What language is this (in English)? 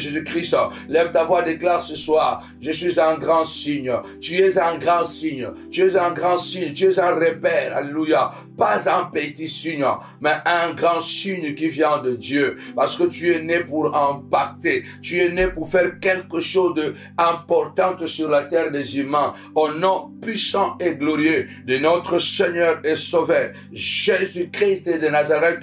French